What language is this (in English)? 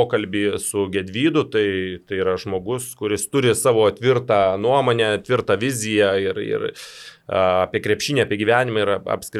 Lithuanian